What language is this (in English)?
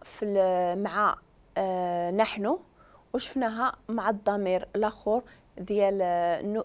Moroccan Arabic